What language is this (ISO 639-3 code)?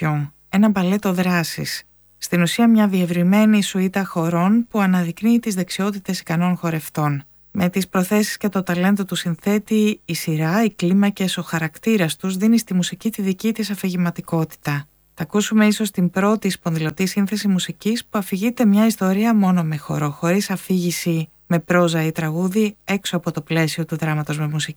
ell